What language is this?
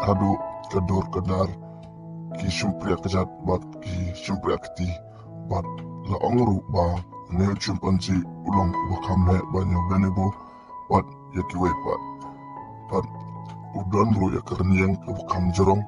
Khasi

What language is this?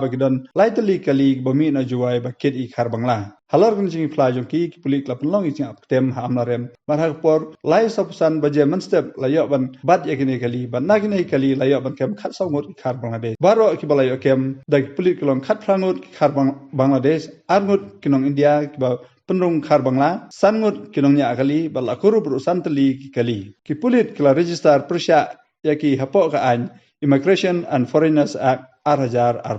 Khasi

